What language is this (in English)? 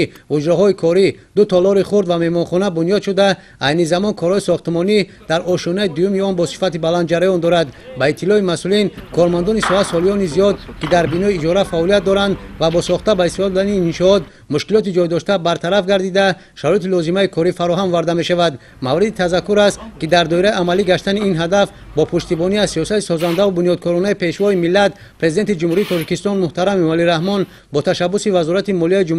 Tajik